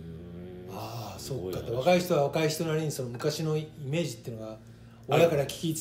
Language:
Japanese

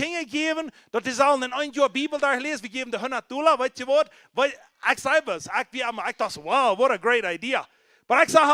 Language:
Plautdietsch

